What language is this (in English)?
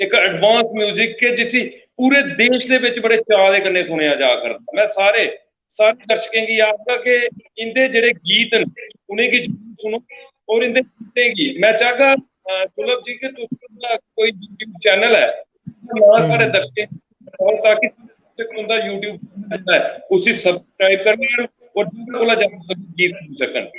Dogri